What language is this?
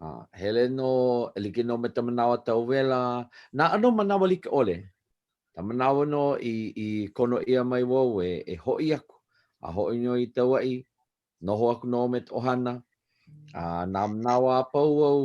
Hawaiian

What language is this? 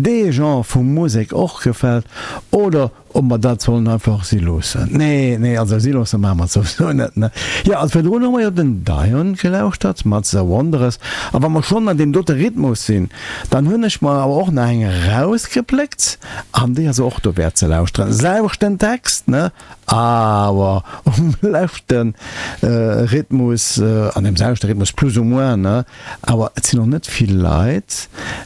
Luxembourgish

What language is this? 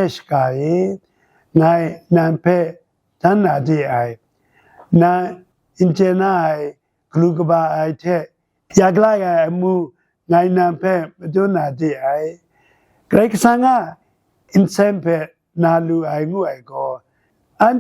Kachin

